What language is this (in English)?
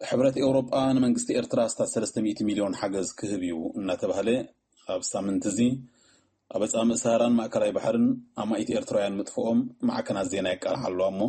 Tigrinya